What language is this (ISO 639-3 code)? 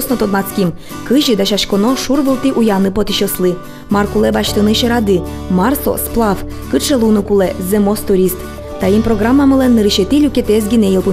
udm